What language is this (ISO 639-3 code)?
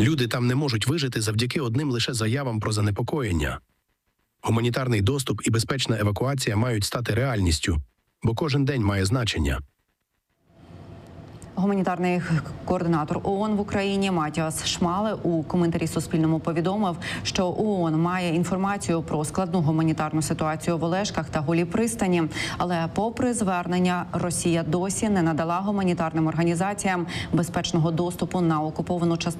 ukr